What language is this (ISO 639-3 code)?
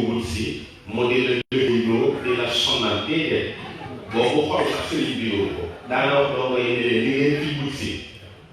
wol